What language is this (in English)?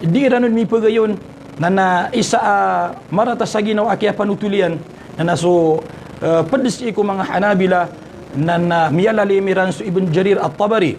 Maranao